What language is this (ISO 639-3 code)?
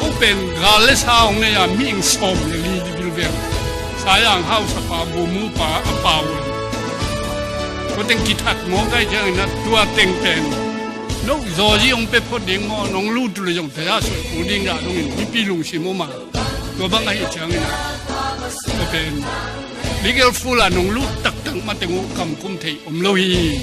ctd